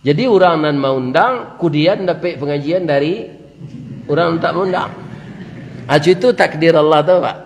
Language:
Minangkabau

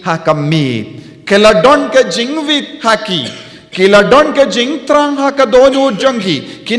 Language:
Khasi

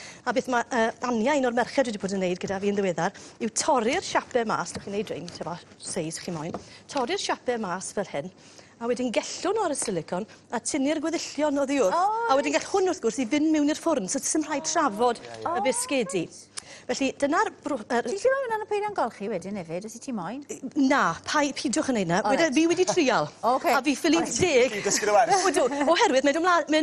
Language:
Welsh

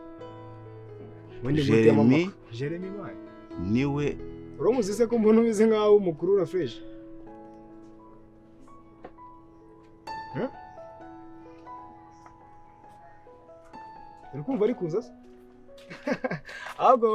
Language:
Kinyarwanda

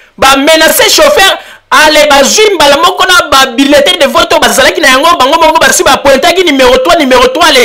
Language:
Lingala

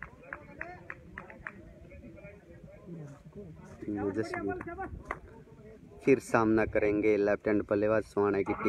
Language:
Hindi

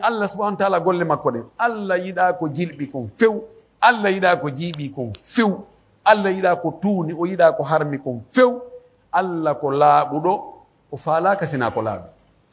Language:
Pular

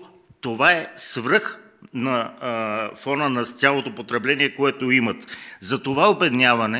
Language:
Bulgarian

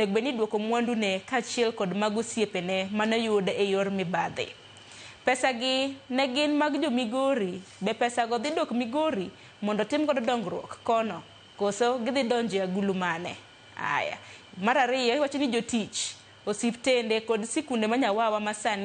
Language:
Luo (Kenya and Tanzania)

